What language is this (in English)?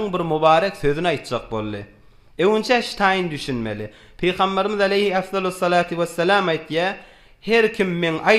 Turkmen